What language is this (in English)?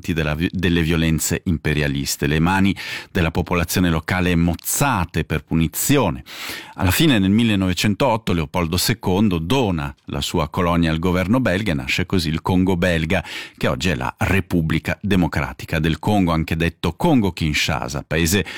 Italian